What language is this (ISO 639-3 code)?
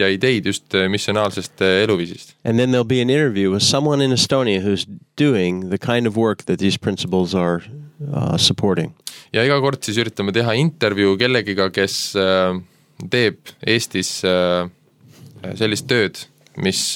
est